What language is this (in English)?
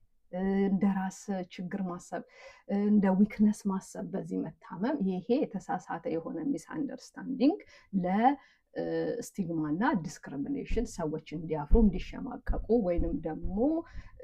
Amharic